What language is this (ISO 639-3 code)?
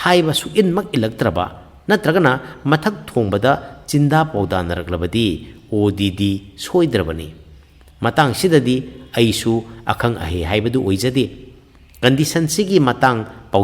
mni